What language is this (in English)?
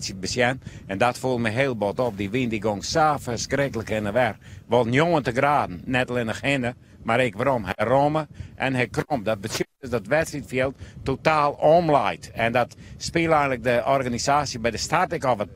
Western Frisian